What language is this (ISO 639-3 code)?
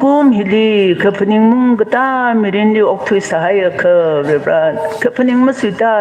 nmf